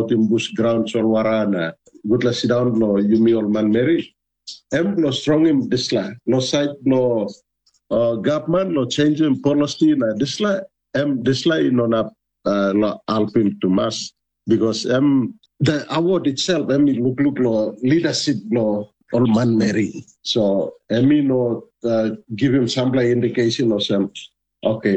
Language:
Tok Pisin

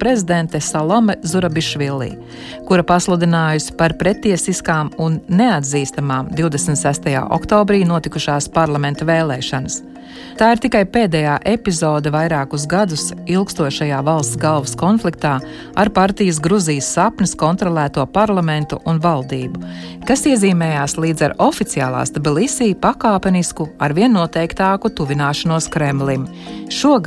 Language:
Latvian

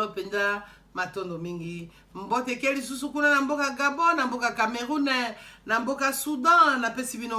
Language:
Lingala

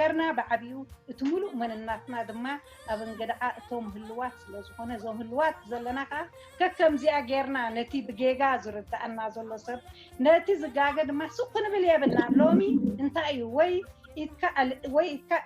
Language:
Tigrinya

